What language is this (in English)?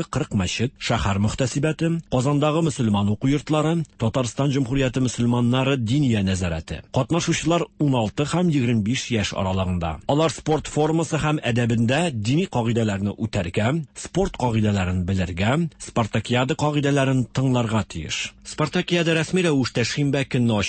Tatar